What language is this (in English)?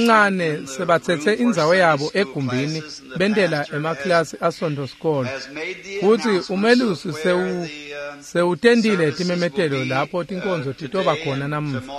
Swati